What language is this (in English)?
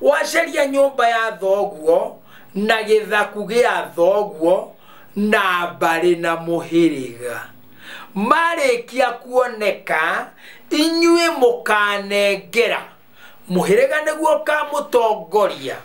Kikuyu